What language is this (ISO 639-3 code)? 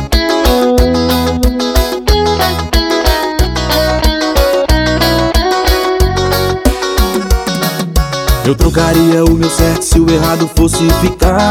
por